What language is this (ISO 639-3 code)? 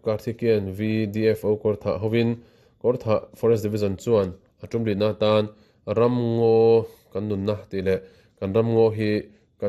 lus